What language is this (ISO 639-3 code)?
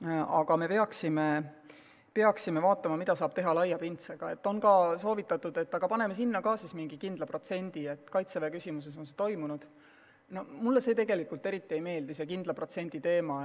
est